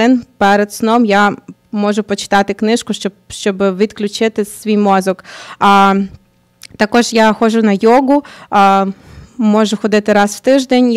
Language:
Ukrainian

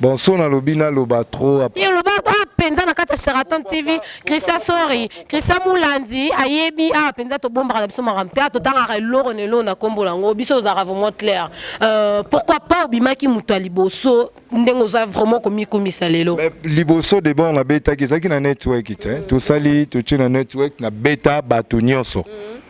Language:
Lingala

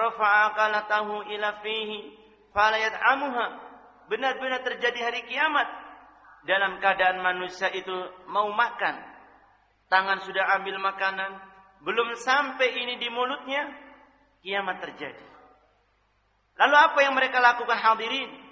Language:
Indonesian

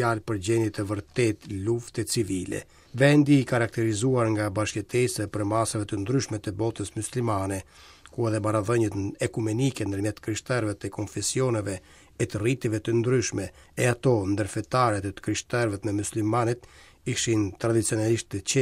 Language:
Albanian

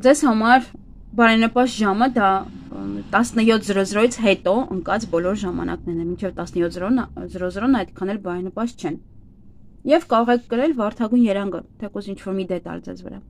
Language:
Armenian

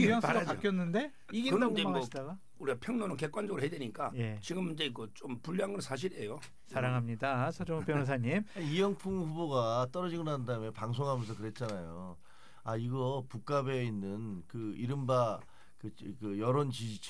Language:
Korean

